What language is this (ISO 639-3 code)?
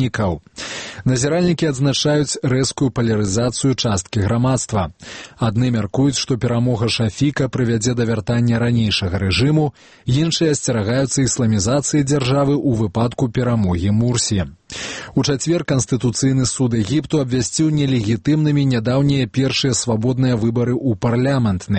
bel